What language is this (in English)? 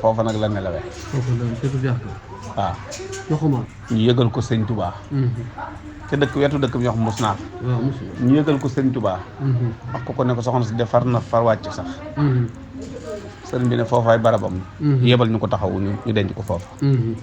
Wolof